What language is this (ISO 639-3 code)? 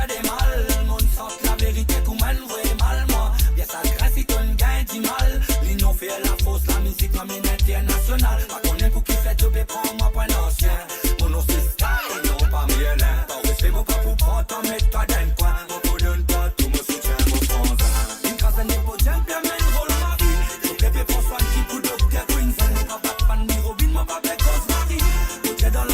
mfe